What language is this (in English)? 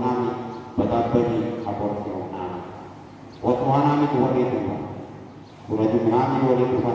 Batak Toba